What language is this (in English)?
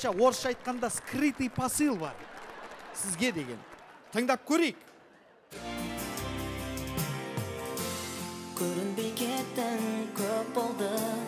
Kazakh